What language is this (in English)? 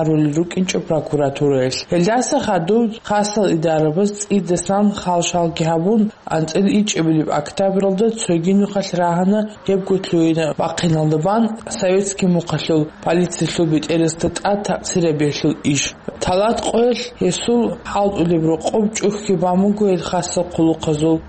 Avaric